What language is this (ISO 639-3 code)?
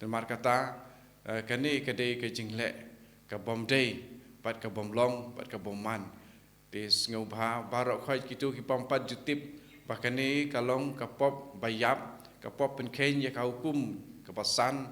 kha